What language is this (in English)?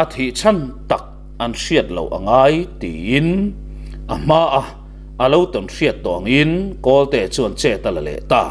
Mizo